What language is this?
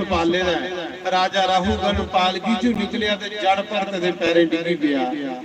Dogri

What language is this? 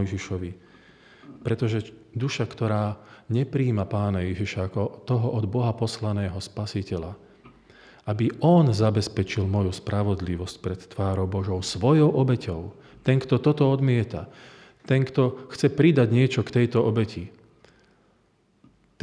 Slovak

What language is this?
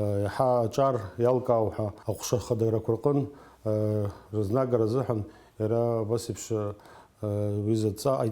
Abkhazian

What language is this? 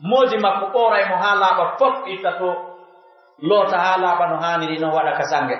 Pular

